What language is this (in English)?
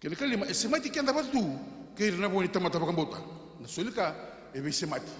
Fijian